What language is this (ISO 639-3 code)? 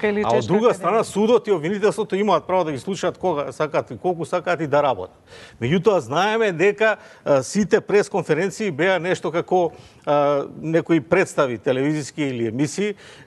mkd